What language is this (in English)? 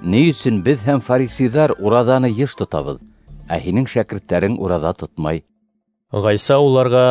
Bashkir